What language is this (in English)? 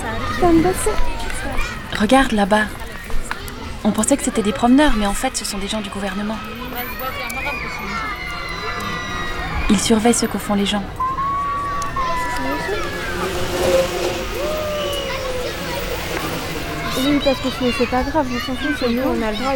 French